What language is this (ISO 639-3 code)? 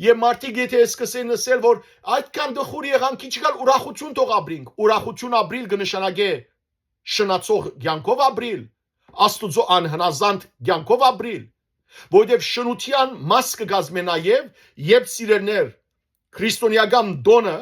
hyw